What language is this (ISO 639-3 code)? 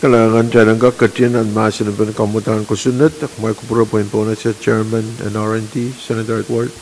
pon